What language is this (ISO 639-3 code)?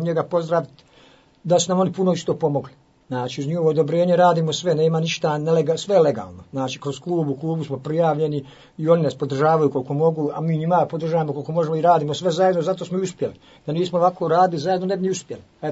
hrv